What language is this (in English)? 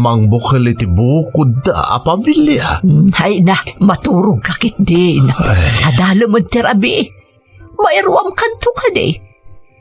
Iloko